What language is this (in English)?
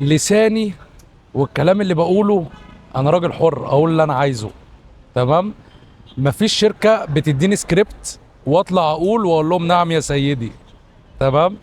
Egyptian Arabic